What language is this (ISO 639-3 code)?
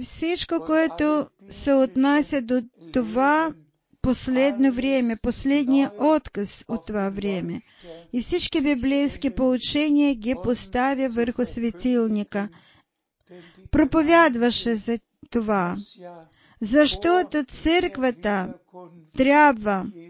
bul